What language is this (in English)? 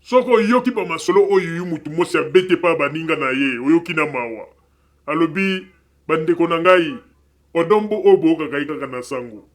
Lingala